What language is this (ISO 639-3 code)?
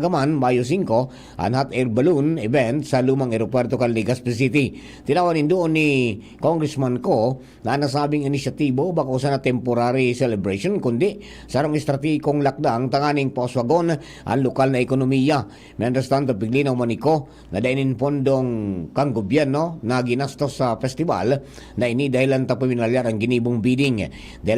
bik